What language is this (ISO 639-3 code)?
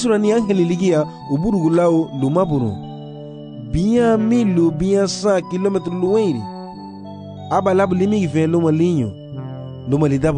cab